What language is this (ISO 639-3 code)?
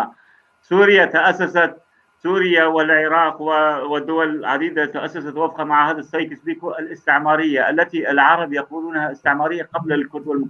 apc